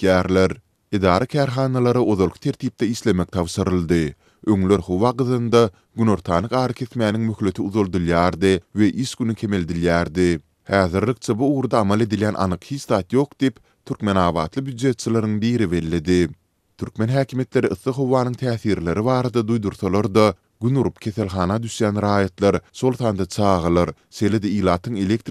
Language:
Turkmen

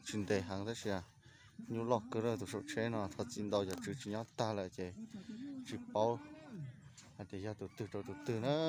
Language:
Hmong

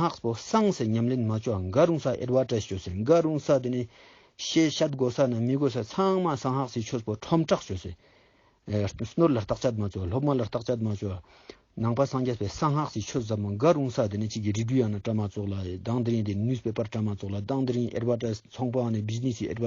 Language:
Ladakhi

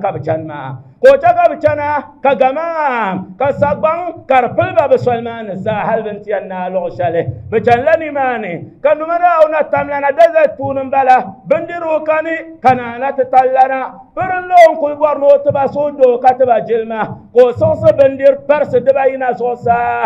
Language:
Dagbani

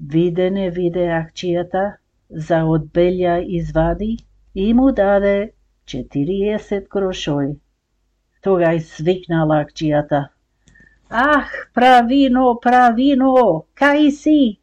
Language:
Macedonian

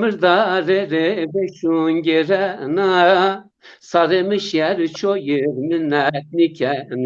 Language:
Zaza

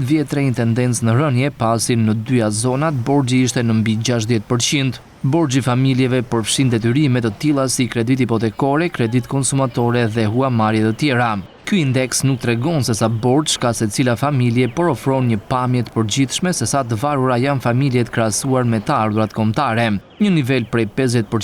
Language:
Albanian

